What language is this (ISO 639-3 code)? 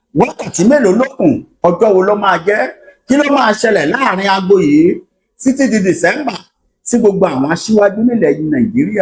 yor